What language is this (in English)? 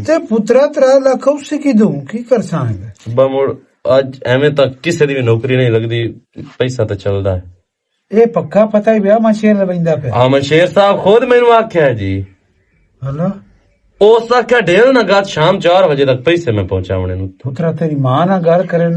Western Panjabi